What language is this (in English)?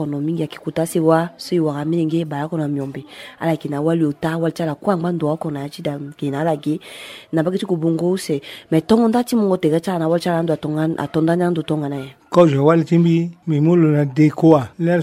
Sango